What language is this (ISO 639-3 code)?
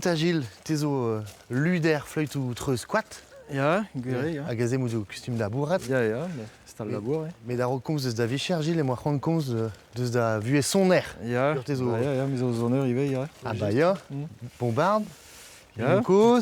bre